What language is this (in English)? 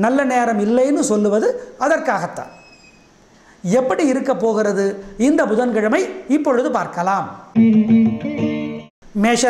Tamil